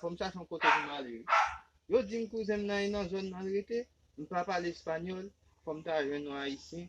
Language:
Haitian Creole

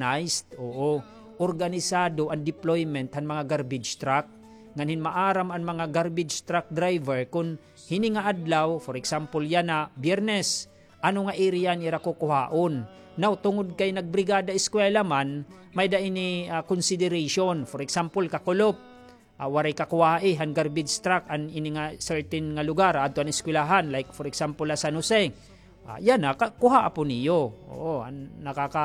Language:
Waray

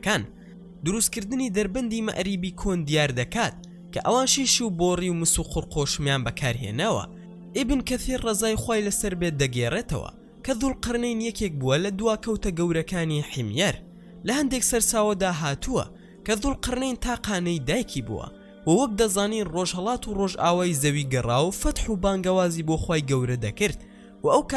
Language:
Central Kurdish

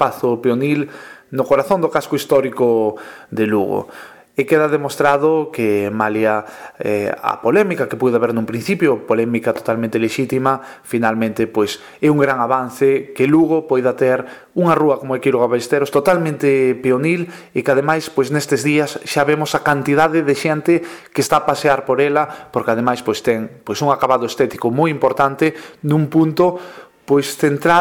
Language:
Galician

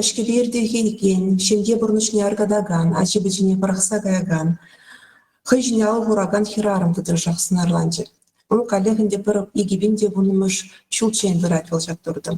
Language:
Chuvash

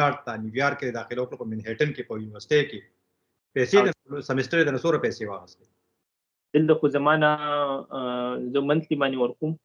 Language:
Pashto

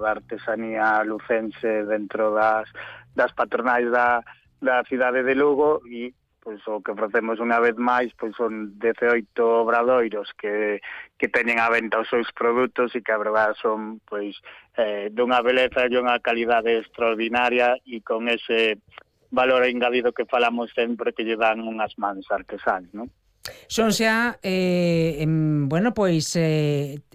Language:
Galician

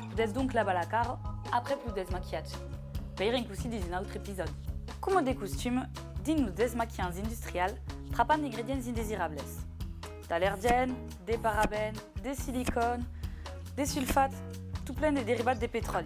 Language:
Occitan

